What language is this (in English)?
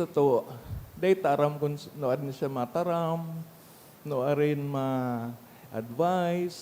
Bikol